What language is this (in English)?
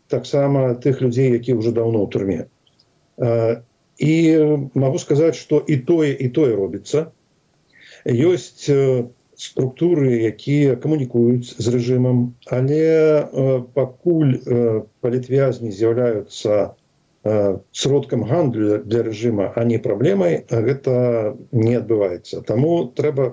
Belarusian